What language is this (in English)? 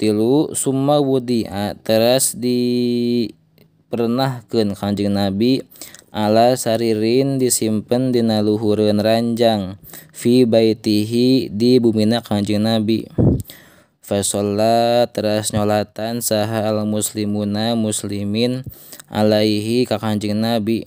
Sundanese